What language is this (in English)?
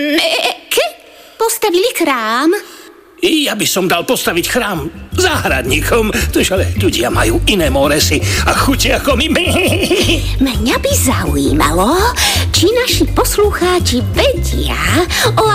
Slovak